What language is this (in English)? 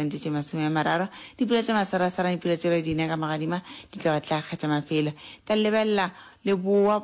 Northern Sotho